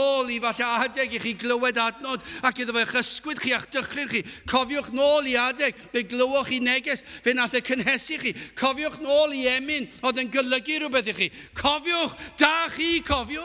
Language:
Welsh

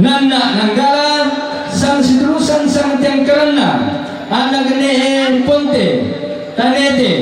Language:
Toraja-Sa'dan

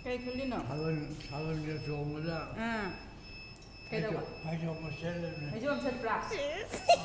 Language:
Manipuri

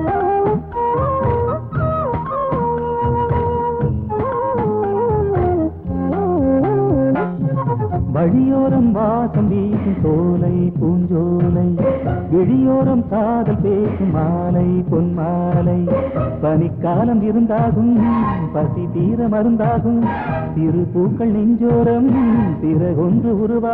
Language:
Tamil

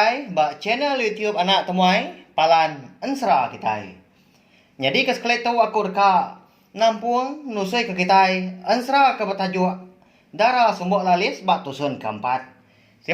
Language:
Iban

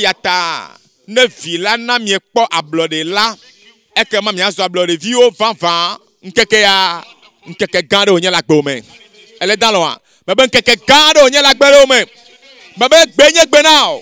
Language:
Ewe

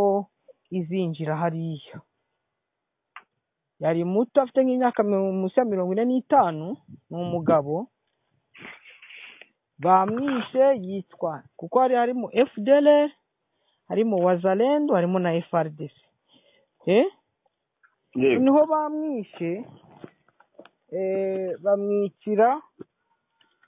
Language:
Kinyarwanda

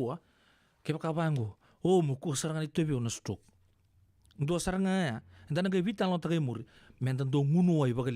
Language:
Fijian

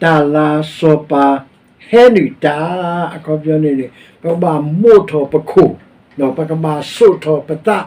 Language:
S'gaw Karen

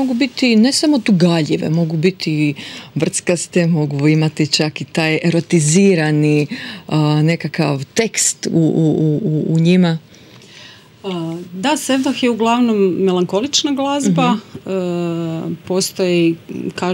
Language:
Croatian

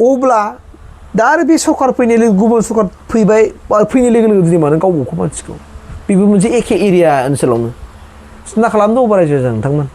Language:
Bodo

